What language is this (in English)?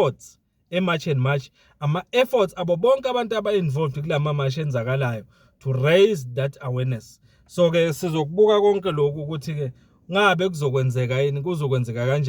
Zulu